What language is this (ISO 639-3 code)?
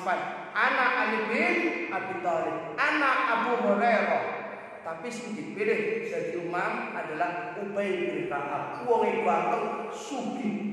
jav